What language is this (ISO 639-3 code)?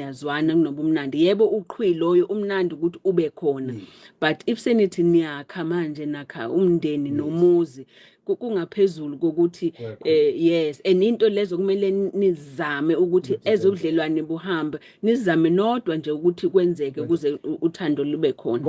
zul